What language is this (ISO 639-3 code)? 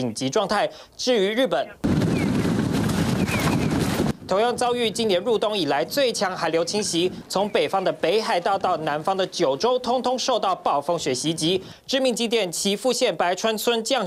zho